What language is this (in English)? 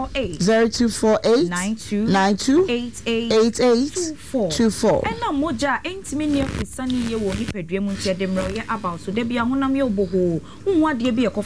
Akan